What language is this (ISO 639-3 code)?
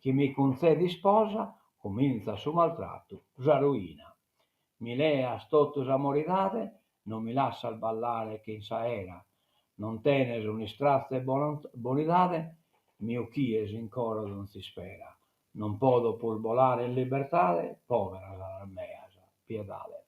srd